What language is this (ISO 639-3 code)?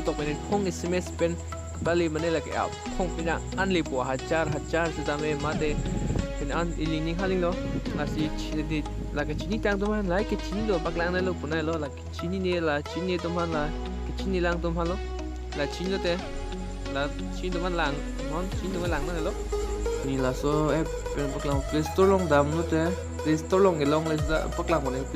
mjw